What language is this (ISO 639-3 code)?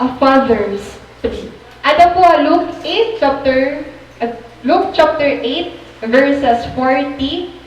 war